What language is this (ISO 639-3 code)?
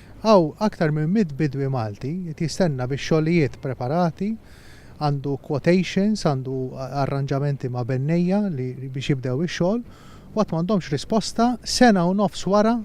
mlt